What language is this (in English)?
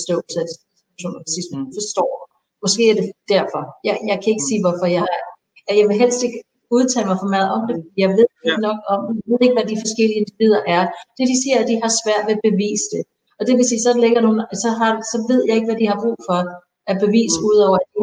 Danish